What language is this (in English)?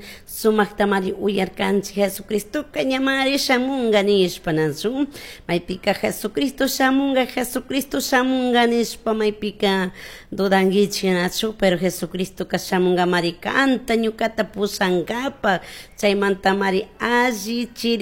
Chimborazo Highland Quichua